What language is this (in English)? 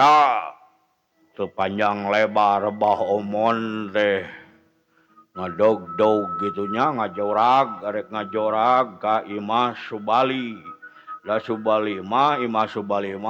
Sundanese